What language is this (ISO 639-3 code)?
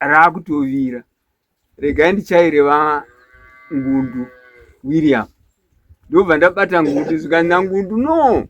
sna